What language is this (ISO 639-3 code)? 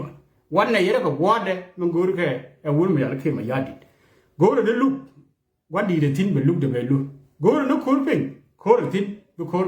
nus